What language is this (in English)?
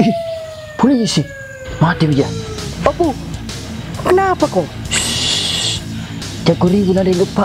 Makassar Malay